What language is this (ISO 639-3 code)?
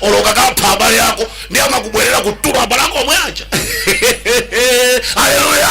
nya